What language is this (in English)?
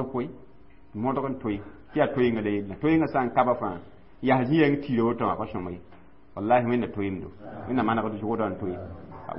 Mossi